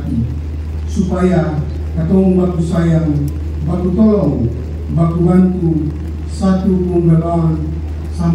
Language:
Ambonese Malay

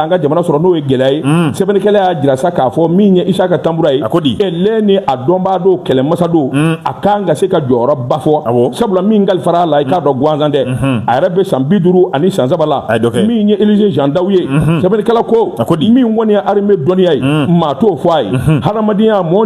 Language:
Bambara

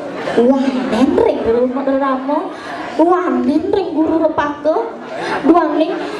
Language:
Balinese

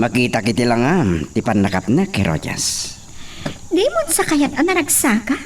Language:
Iloko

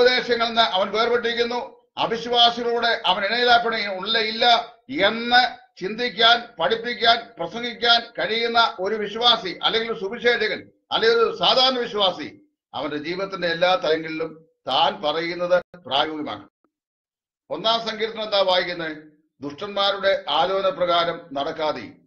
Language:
Malayalam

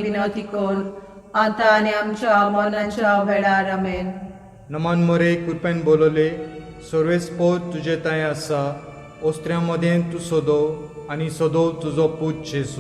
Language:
Konkani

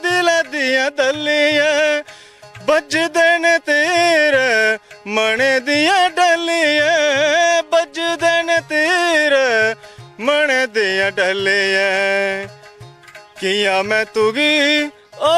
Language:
Dogri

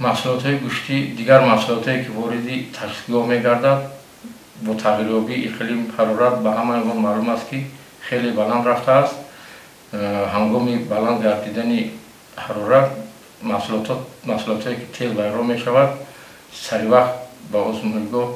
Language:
Tajik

